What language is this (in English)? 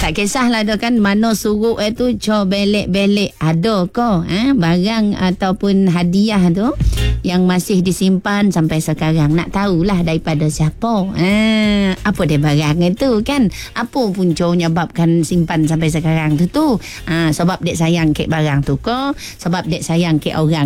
Malay